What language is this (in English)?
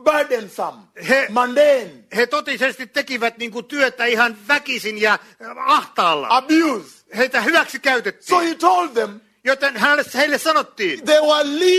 Finnish